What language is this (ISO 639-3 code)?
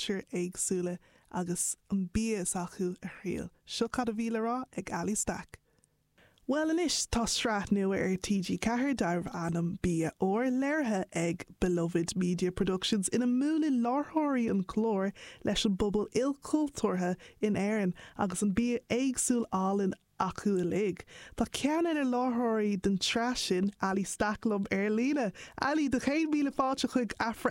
gle